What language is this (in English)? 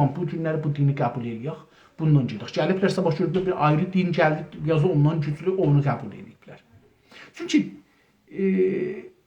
South Azerbaijani